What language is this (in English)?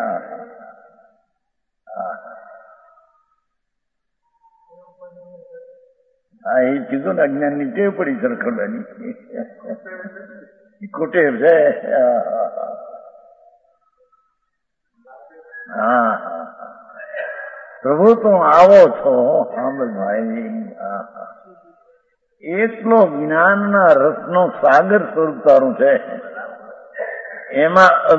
Gujarati